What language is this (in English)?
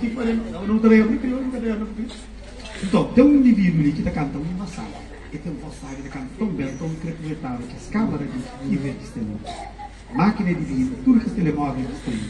Kabuverdianu